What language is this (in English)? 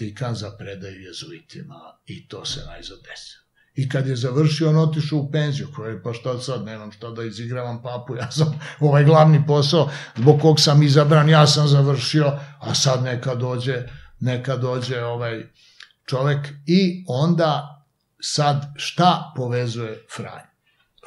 Serbian